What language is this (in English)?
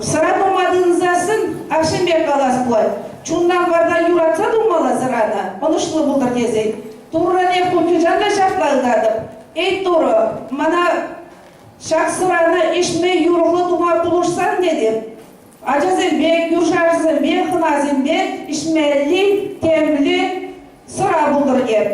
Chuvash